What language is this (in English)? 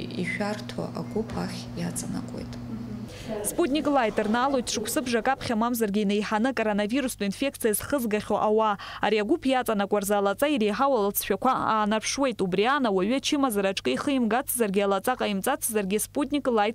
Abkhazian